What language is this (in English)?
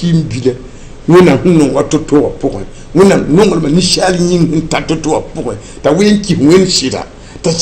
Mossi